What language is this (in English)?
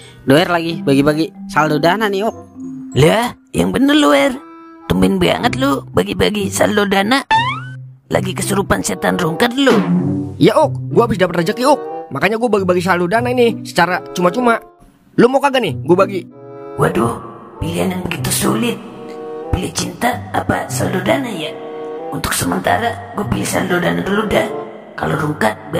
Betawi